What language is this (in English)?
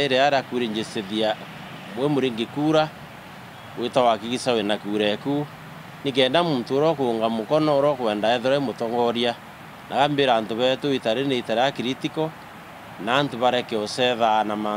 Meru